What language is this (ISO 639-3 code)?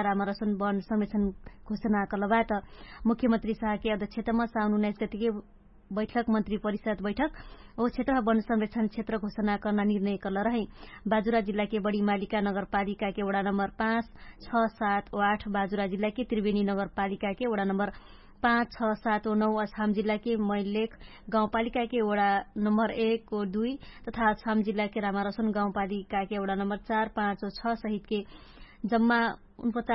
thl